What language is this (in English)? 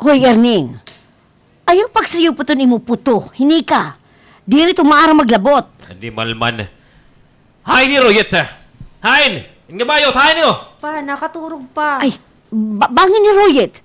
Waray